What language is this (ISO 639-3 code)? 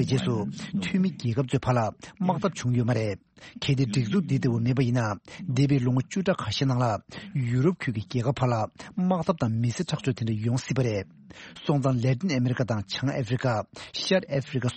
bod